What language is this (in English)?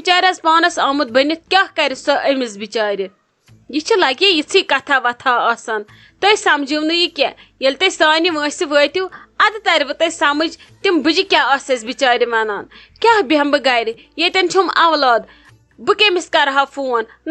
Kashmiri